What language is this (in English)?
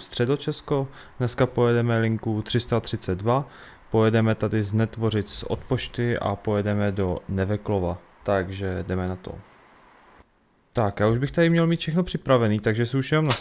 Czech